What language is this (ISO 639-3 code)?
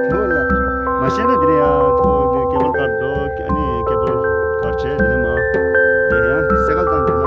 bod